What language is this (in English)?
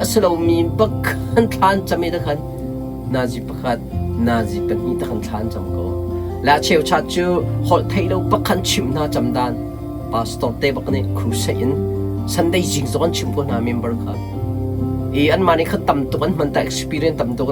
Hakha Chin